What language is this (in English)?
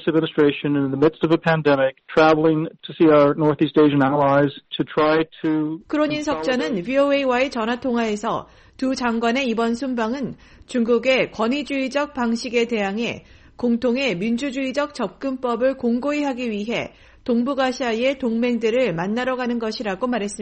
Korean